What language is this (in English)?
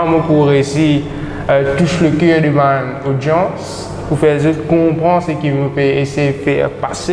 Morisyen